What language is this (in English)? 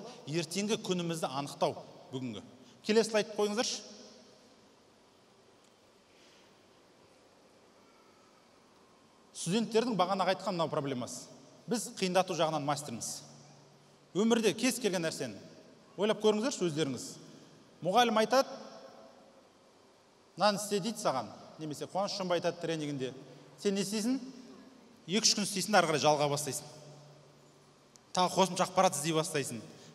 Kazakh